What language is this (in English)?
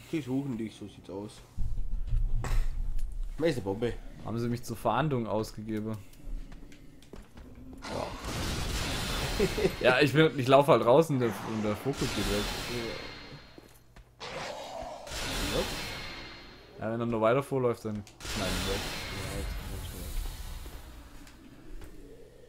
German